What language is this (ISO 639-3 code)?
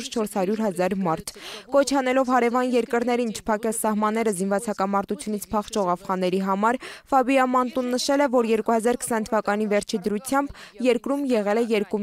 hye